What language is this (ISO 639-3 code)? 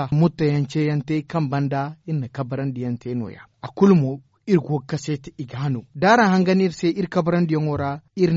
dje